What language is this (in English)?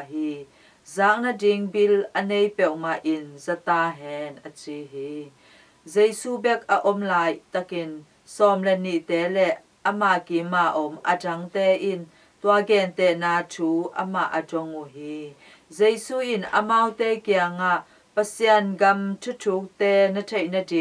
Tedim Chin